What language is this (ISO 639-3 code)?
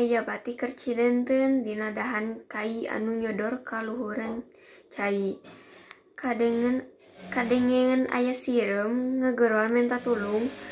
sun